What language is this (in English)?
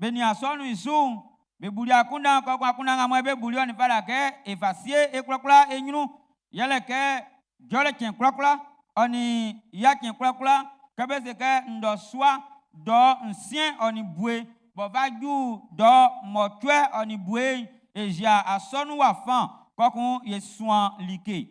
Baoulé